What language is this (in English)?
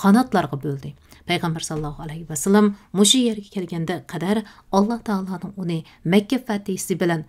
Uyghur